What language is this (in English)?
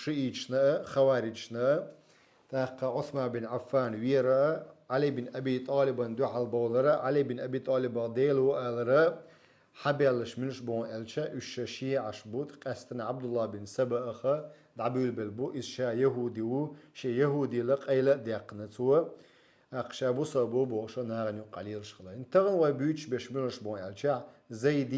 Chechen